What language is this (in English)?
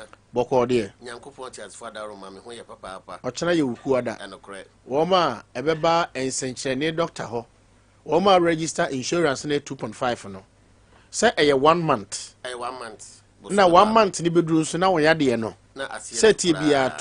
Akan